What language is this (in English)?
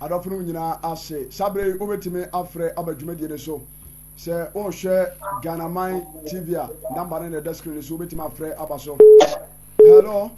Akan